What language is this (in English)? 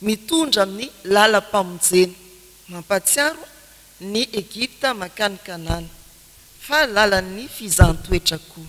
Malagasy